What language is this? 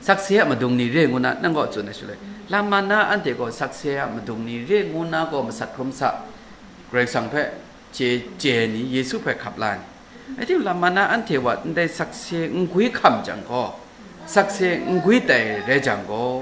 Kachin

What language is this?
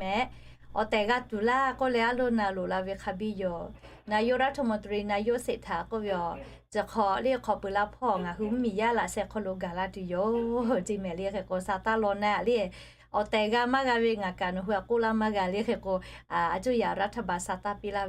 Lahu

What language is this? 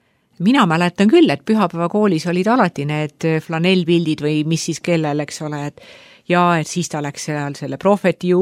Estonian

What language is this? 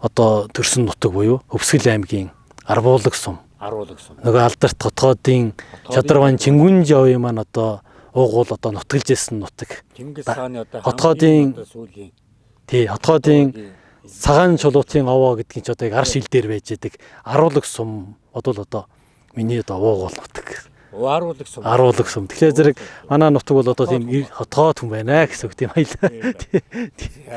Mongolian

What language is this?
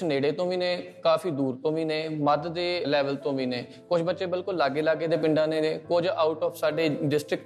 Punjabi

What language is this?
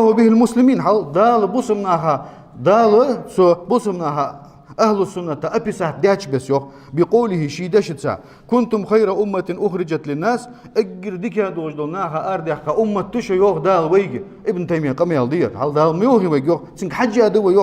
Ingush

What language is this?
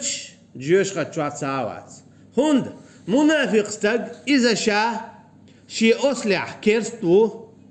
Chechen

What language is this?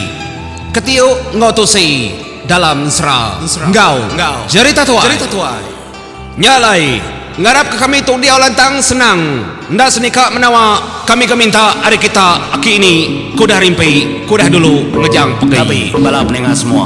Iban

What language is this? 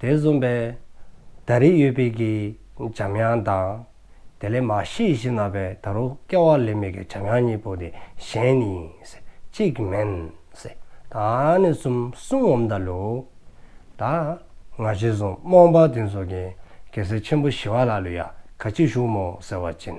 Dzongkha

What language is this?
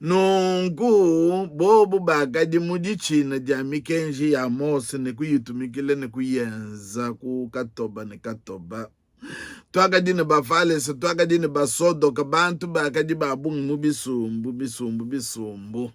Luba-Lulua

